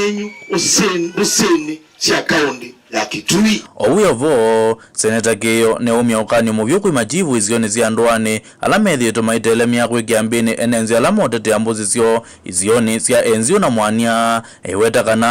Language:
Kamba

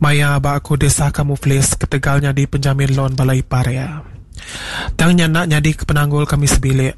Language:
Iban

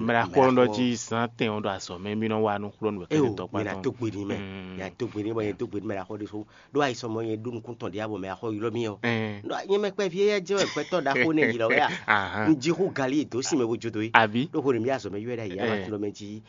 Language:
Fon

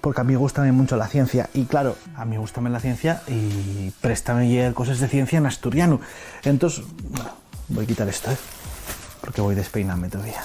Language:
Asturian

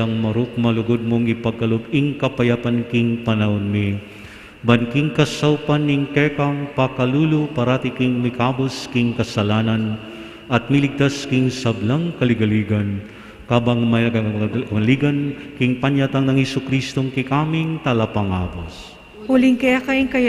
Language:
Pampanga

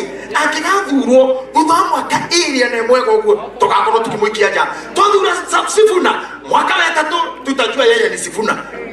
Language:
Kikuyu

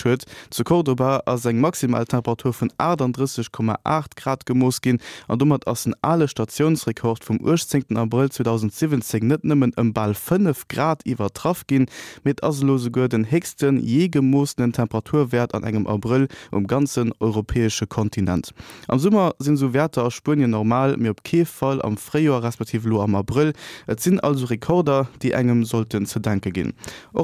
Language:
Luxembourgish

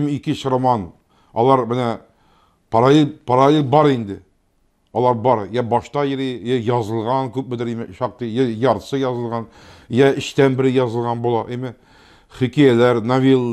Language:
Tatar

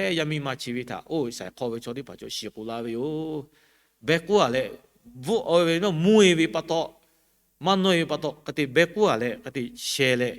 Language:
Lahu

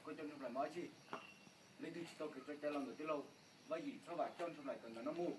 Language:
Hmong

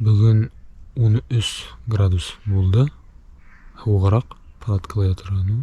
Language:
Bashkir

